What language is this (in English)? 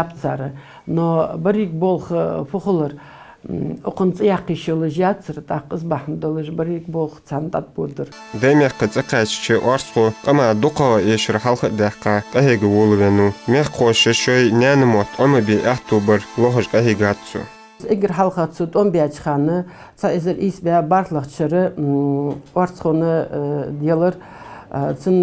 Ingush